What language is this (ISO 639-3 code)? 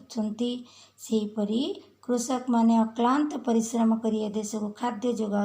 ori